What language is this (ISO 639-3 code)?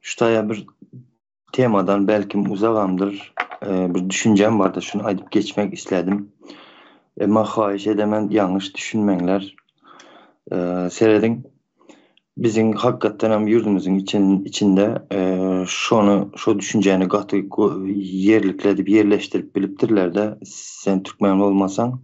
tuk